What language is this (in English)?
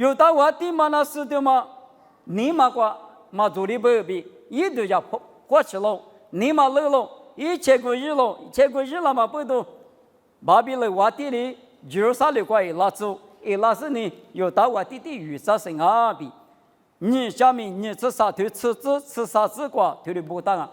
Lisu